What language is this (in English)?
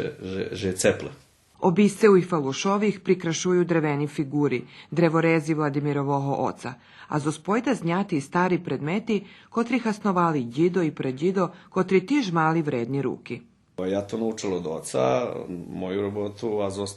Rusyn